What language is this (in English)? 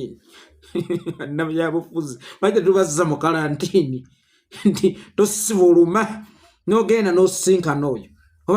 Ganda